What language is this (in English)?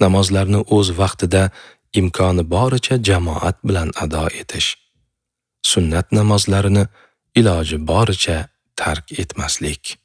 Uzbek